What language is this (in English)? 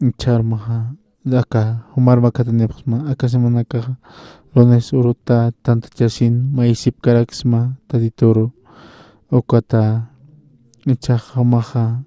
Aymara